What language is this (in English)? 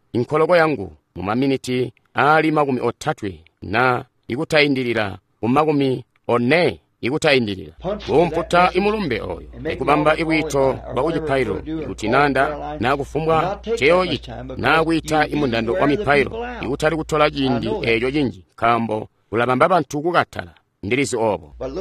Tonga (Zambia)